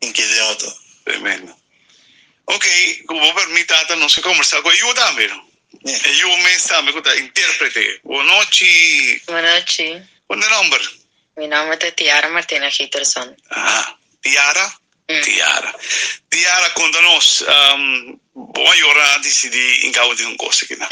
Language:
Papiamento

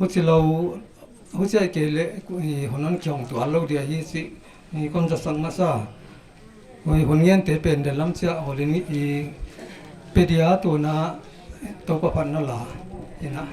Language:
Paite Chin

